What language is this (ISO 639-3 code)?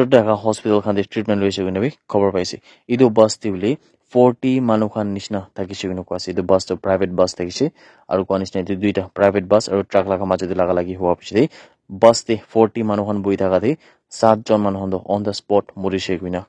nag